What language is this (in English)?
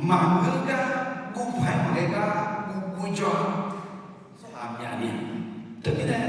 Akha